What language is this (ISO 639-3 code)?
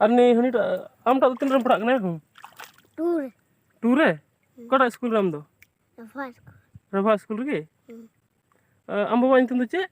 sat